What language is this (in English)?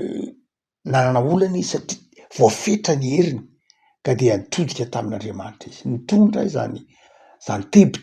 Malagasy